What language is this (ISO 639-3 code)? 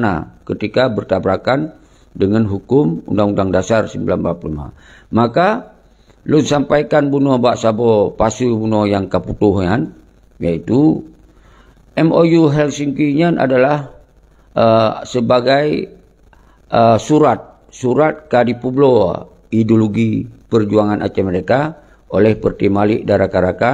ace